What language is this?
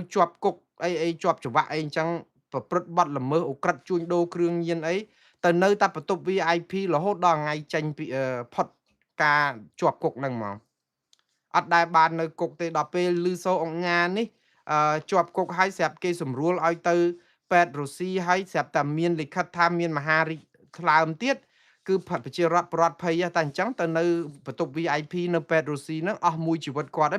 Khmer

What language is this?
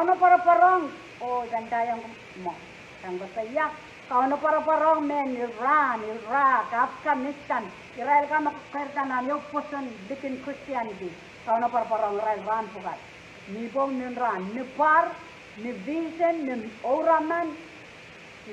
Pohnpeian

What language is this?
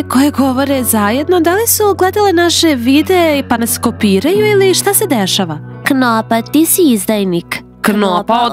Serbian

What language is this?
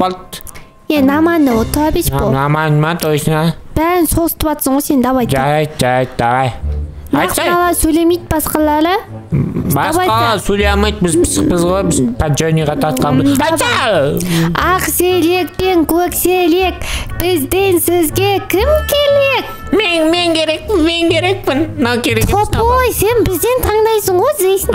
Kazakh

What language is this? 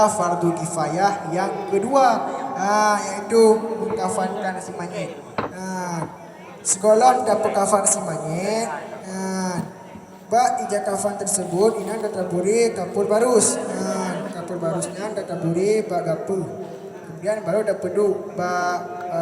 Achinese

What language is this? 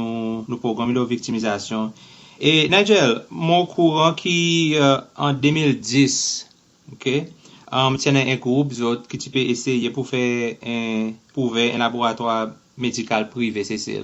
Seselwa Creole French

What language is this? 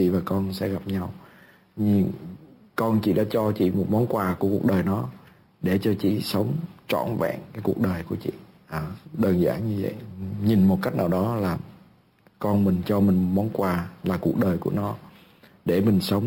Vietnamese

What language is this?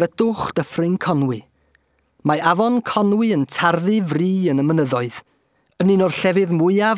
Welsh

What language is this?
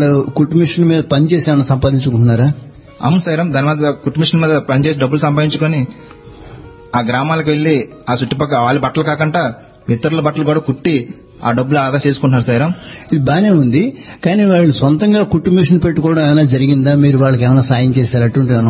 Telugu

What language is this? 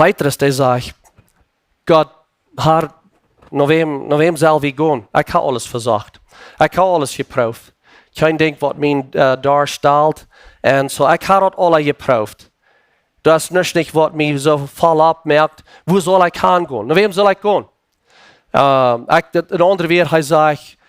Plautdietsch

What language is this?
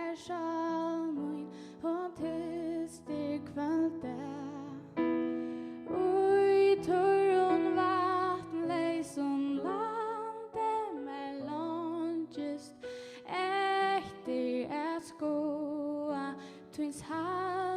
Faroese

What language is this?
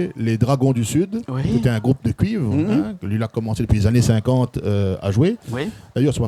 Réunion Creole French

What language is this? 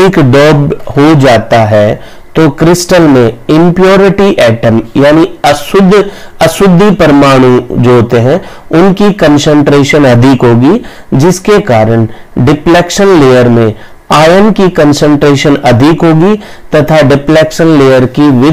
Hindi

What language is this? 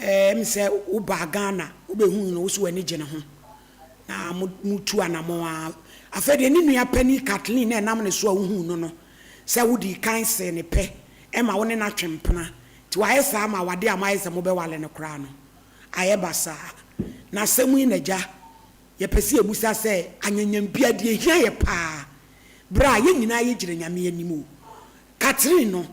Akan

